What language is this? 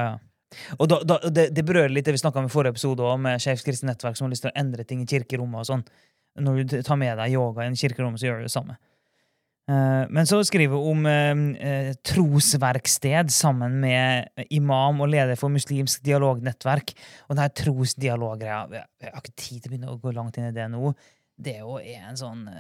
Norwegian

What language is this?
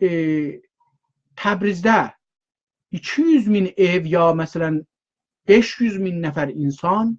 South Azerbaijani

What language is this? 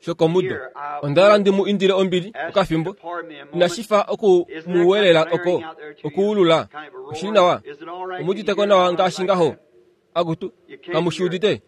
Kuanyama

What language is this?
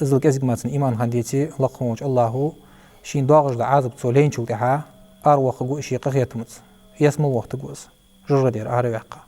Ingush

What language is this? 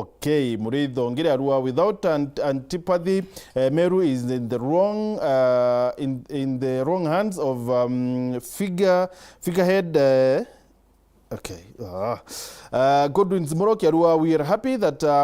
Meru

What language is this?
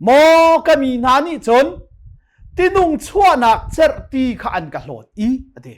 Hakha Chin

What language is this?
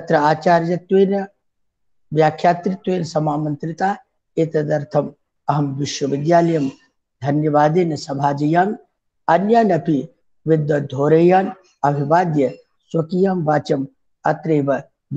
Sanskrit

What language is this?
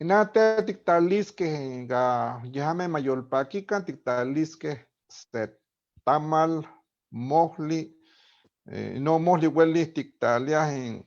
Eastern Huasteca Nahuatl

